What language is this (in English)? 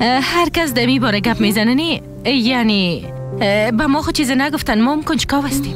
Persian